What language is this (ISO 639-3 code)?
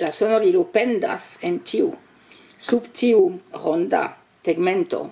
epo